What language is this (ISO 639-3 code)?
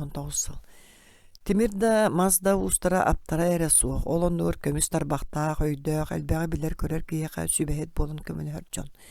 sah